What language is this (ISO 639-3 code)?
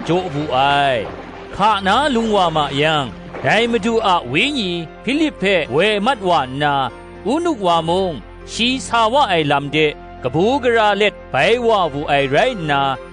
kac